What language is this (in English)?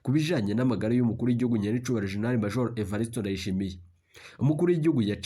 Rundi